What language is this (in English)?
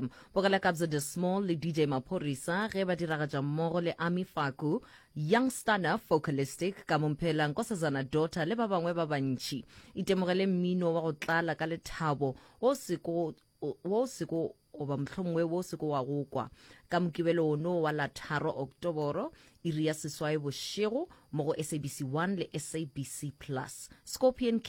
Northern Sotho